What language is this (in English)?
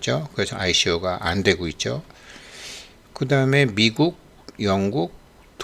Korean